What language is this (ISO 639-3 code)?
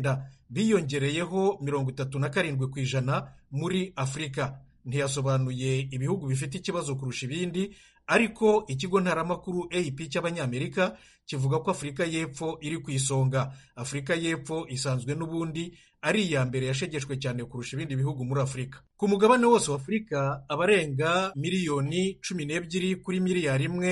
kin